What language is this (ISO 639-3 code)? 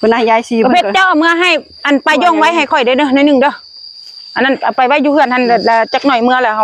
lao